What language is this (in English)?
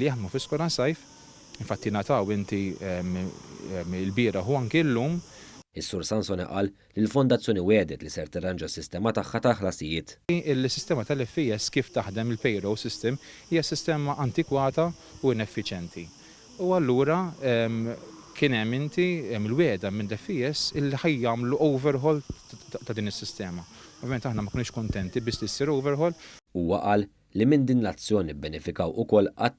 Maltese